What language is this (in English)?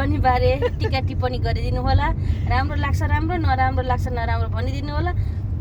Nepali